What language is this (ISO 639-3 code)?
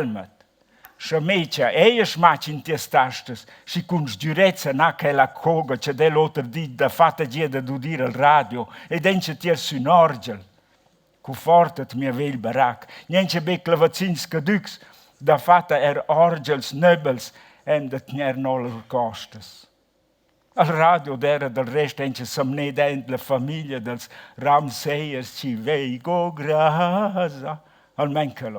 roh